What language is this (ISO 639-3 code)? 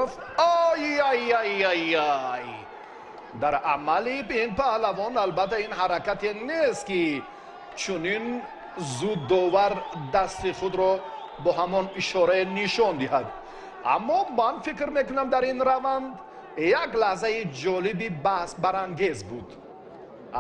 tgk